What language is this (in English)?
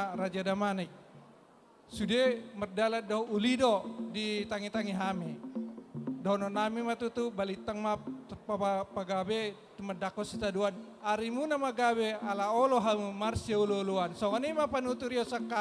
Batak Toba